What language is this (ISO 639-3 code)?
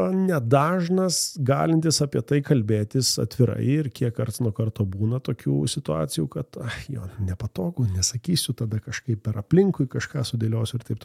lit